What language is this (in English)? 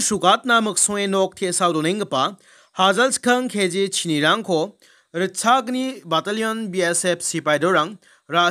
Garo